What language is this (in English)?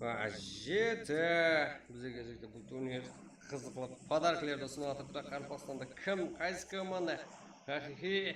Kara-Kalpak